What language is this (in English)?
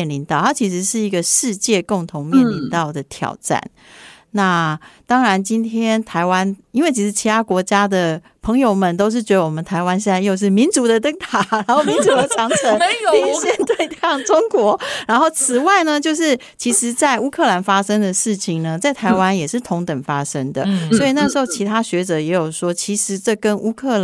Chinese